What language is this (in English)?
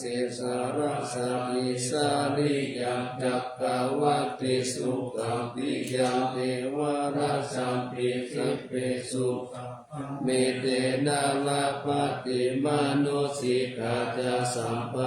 Pali